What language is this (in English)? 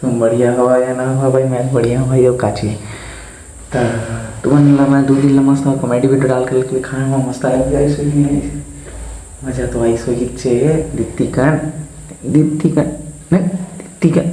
Chhattisgarhi